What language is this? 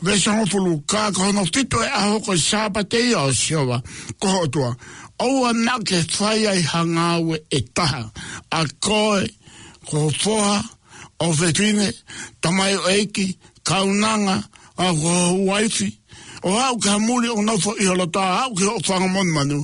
Tongan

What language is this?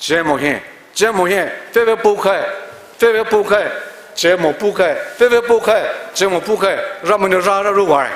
Poumei Naga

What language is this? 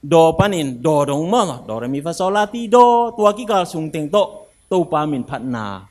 Tedim Chin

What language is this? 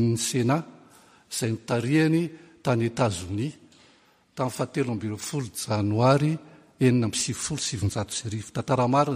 Malagasy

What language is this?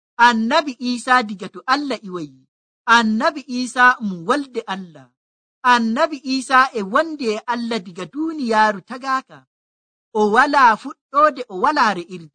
Nigerian Fulfulde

